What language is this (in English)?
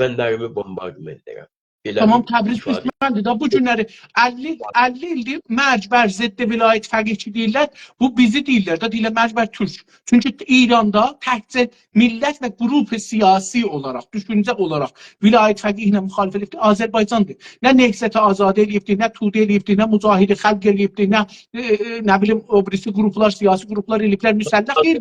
South Azerbaijani